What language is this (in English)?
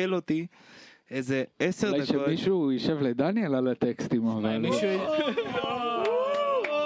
Hebrew